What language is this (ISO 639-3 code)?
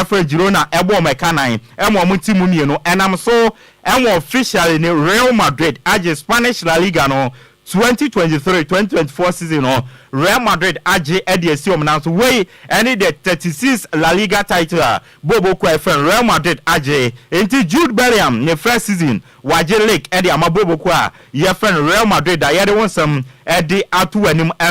aka